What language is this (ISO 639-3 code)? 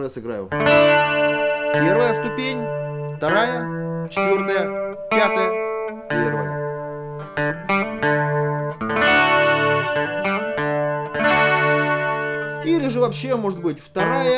rus